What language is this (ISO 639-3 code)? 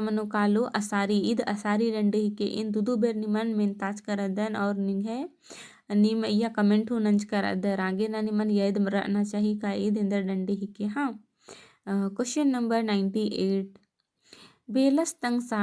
kru